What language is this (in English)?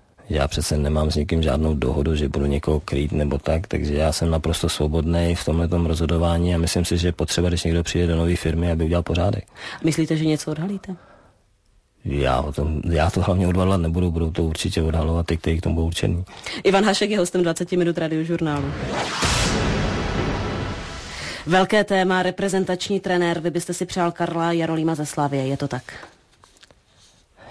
Czech